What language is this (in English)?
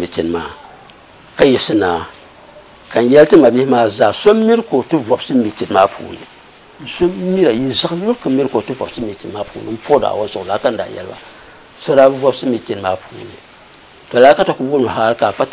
Dagbani